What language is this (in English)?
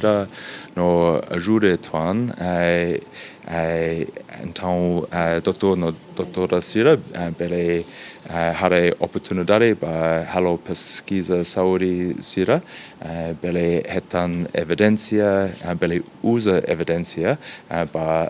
Tetum